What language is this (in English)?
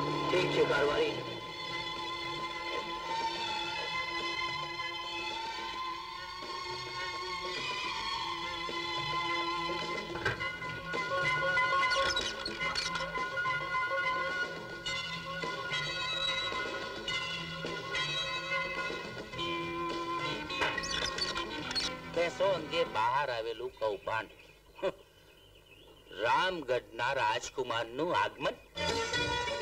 Gujarati